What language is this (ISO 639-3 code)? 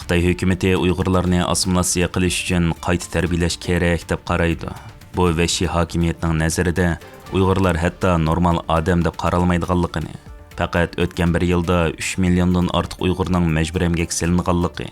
uig